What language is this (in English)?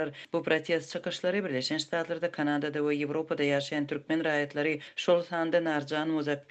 Turkmen